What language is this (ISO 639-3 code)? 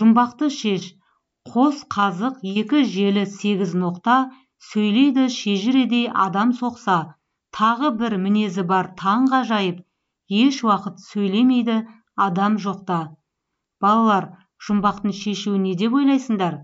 kaz